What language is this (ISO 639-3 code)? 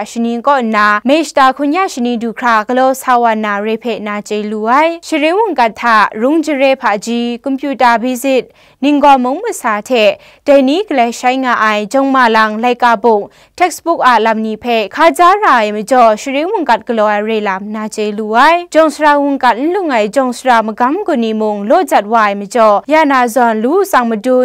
kac